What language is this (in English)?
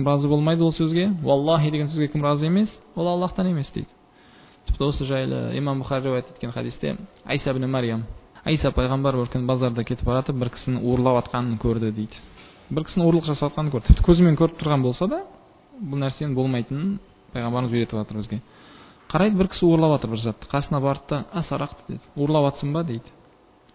Kazakh